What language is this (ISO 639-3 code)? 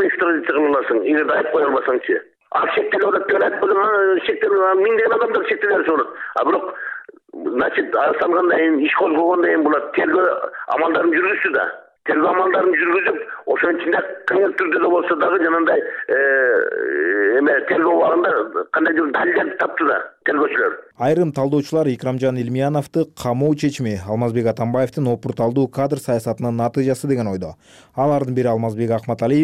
kir